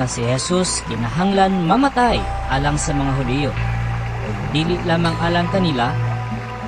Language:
Cebuano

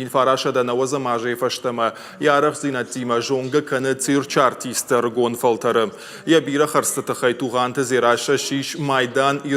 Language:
Ossetic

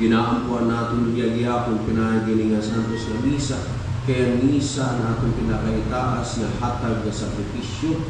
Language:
Waray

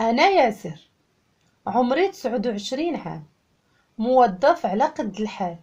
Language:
Moroccan Arabic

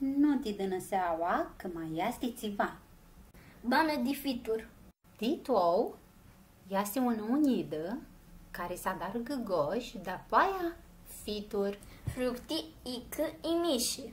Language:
Aromanian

